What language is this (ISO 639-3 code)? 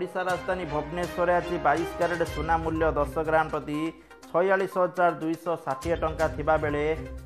ori